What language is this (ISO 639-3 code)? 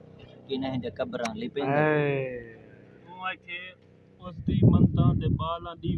skr